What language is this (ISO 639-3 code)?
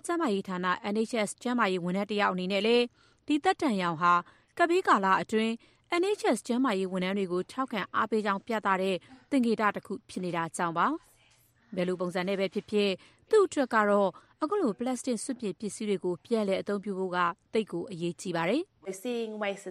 mya